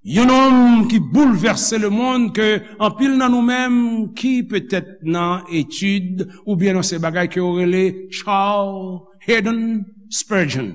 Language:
Haitian Creole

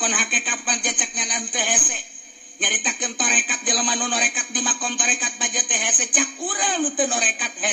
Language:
Sundanese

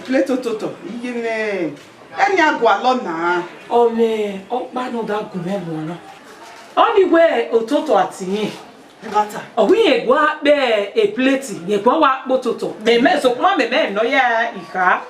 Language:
Bini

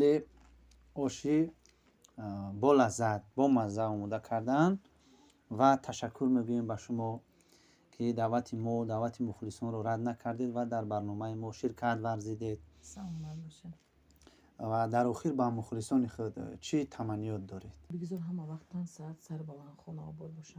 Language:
Tajik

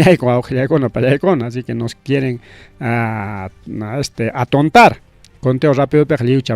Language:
Ayacucho Quechua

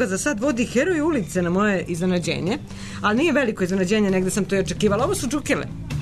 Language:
Serbian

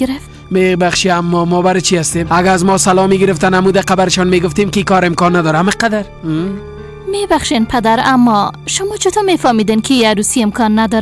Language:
Persian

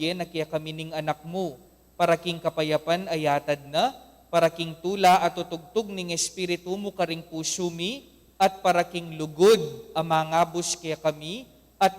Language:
Pampanga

